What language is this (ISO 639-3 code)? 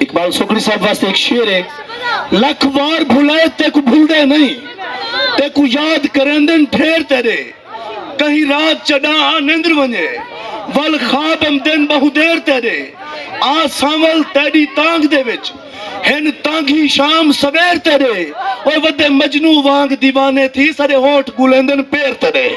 skr